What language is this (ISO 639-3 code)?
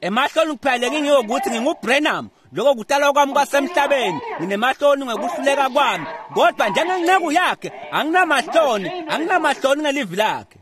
ssw